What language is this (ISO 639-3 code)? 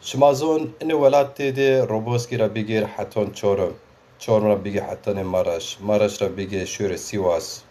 zza